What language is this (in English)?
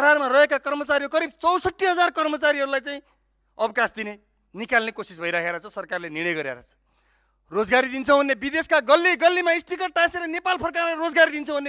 Nepali